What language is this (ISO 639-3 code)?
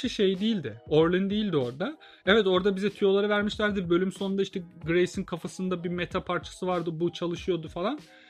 tur